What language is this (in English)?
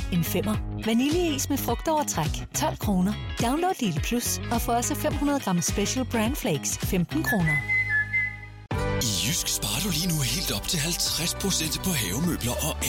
Danish